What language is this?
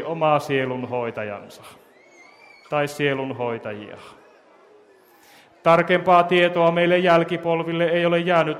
Finnish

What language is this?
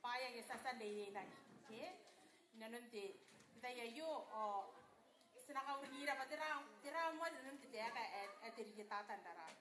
Gilbertese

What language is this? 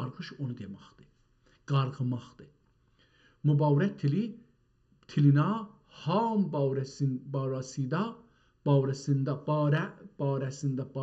South Azerbaijani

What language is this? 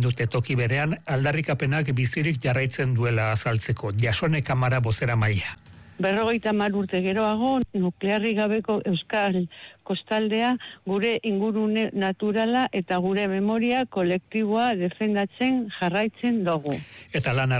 Basque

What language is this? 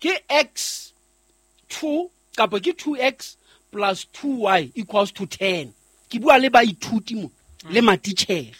Southern Sotho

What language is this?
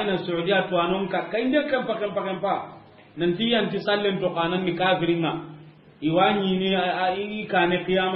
Soninke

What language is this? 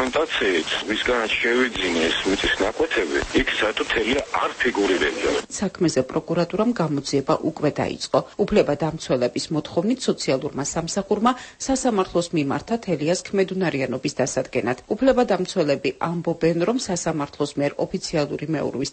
Georgian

